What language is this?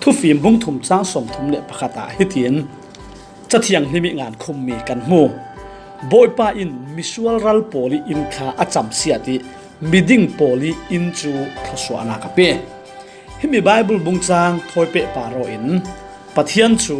Falam Chin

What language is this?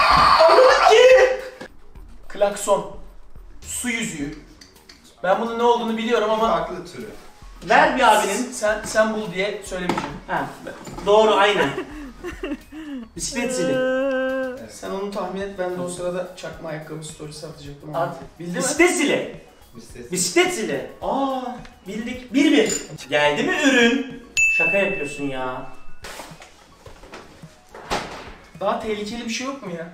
Turkish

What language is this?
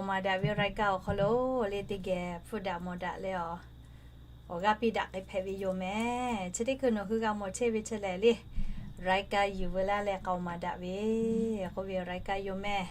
Lahu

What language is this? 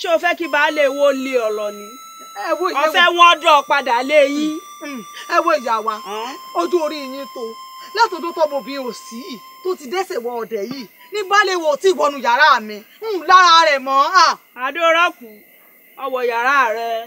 Yoruba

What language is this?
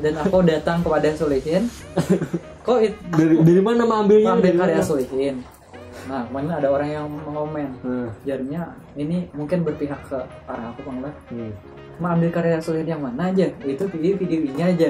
Banjar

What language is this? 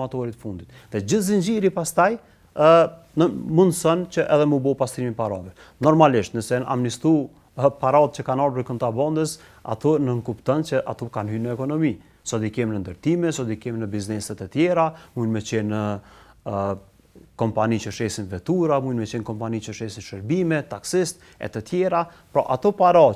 Albanian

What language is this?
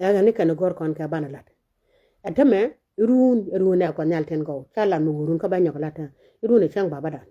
Nuer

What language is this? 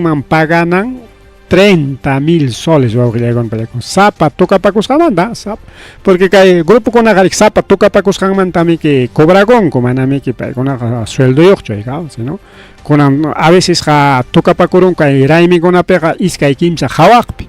Ayacucho Quechua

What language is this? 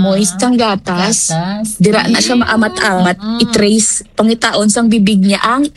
Hiligaynon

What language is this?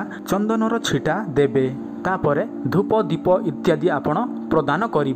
Odia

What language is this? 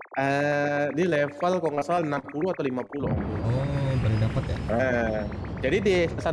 Indonesian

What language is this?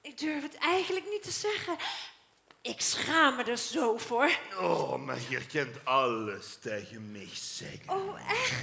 Limburgish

